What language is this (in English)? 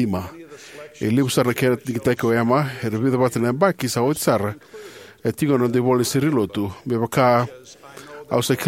Fijian